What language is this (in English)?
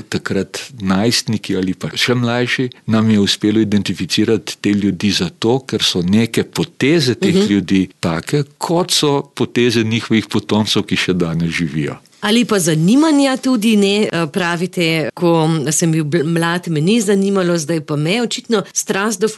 Slovenian